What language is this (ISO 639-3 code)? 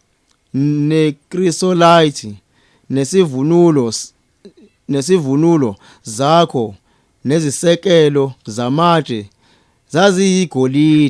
zul